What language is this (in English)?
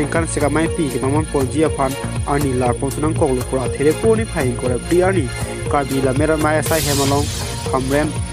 Karbi